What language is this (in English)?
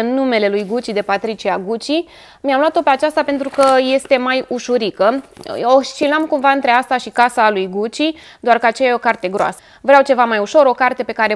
Romanian